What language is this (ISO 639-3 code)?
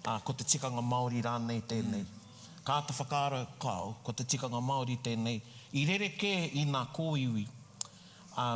mri